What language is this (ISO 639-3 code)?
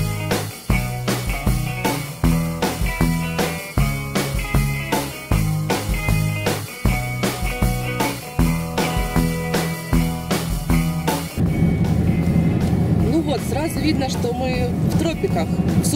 rus